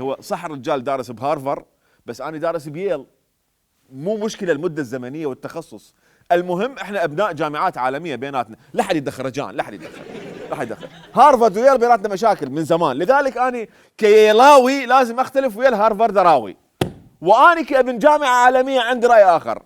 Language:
Mesopotamian Arabic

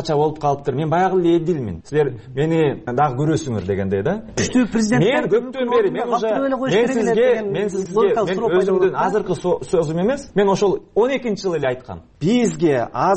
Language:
Kyrgyz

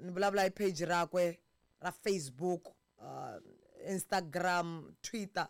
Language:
Tsonga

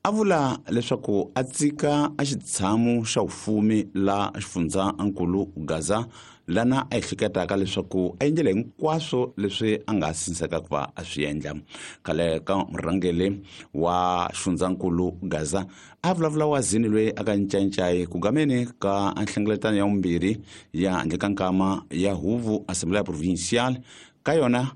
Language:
Tsonga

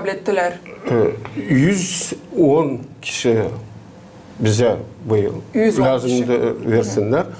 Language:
Gagauz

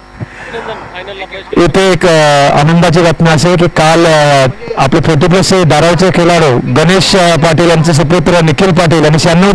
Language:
Marathi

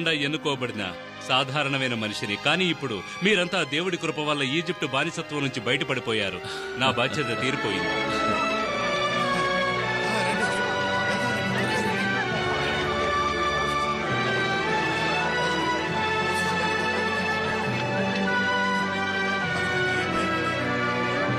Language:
Telugu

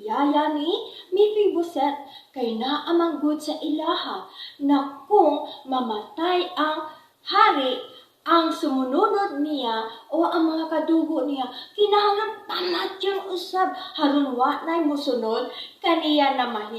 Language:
Cebuano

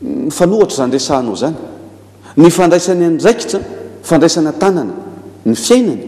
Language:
Malagasy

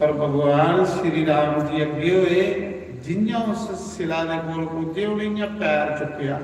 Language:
Dogri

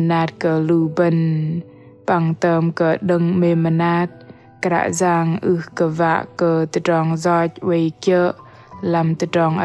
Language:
Bahnar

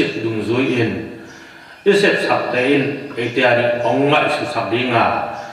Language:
Tedim Chin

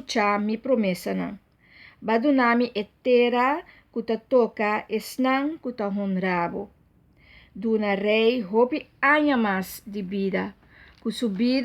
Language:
Papiamento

